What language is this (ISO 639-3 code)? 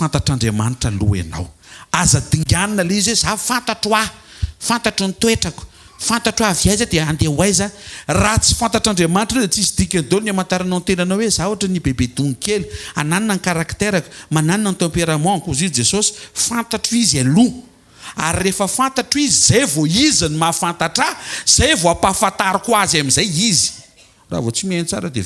mlg